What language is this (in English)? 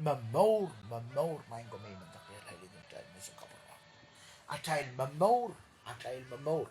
Pohnpeian